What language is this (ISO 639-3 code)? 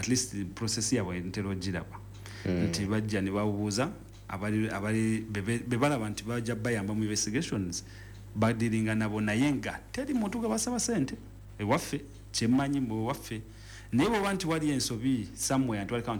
lug